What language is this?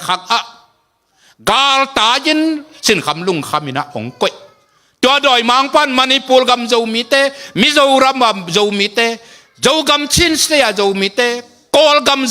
Tedim Chin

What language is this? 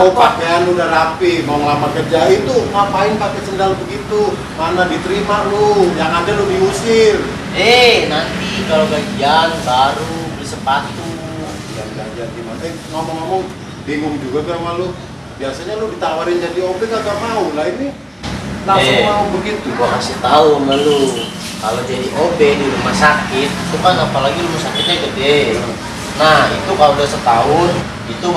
Betawi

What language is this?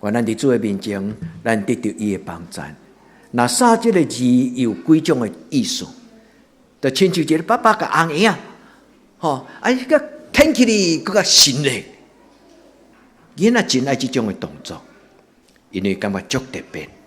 Min Nan Chinese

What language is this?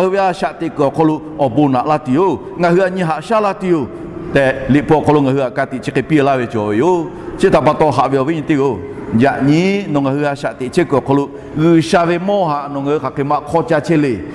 Lahu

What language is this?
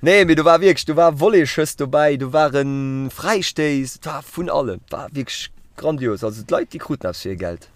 Luxembourgish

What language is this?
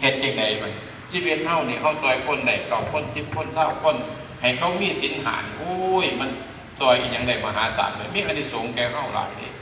Northeastern Thai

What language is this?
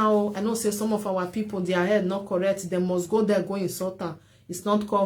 Nigerian Pidgin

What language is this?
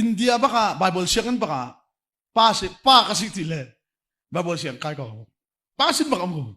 Hakha Chin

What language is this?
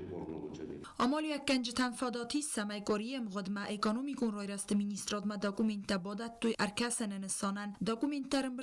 Ossetic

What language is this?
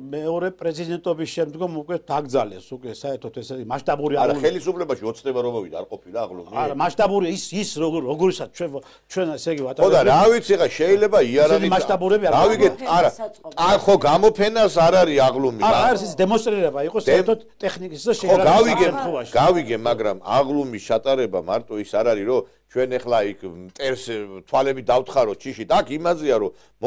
Georgian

